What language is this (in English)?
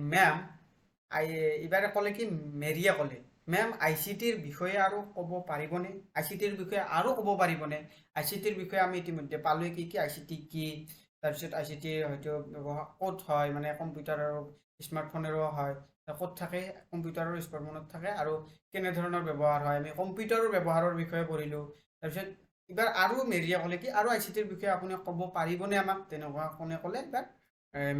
Assamese